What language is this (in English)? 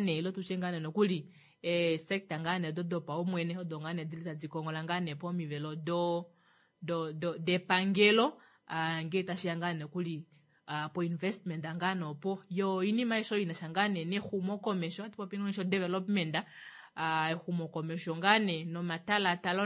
Kuanyama